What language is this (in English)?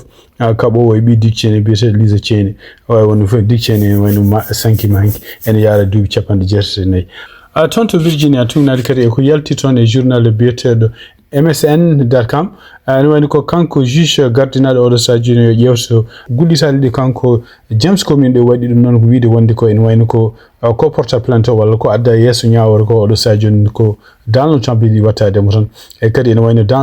Fula